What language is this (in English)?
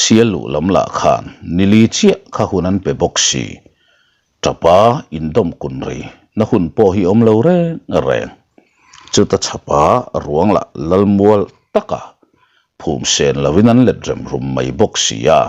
Mizo